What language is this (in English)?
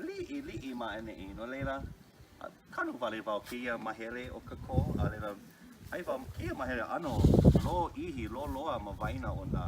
Hawaiian